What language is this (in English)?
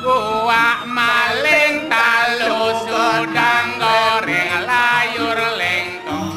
Balinese